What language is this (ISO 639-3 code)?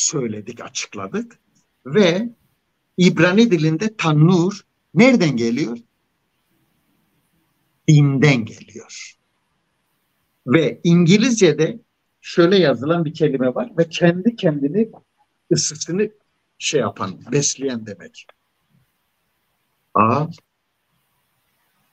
tur